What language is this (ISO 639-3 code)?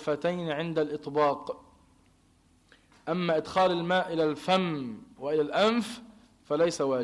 ara